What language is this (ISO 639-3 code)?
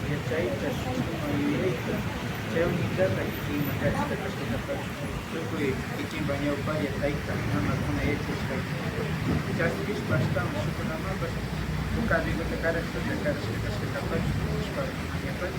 qvi